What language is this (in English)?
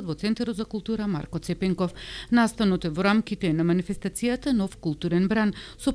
Macedonian